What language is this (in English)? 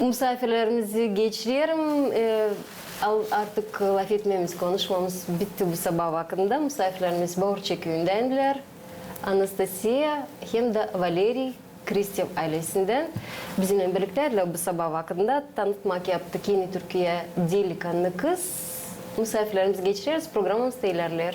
Gagauz